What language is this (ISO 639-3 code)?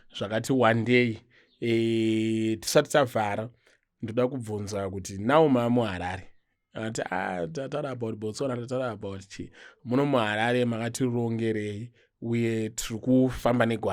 sna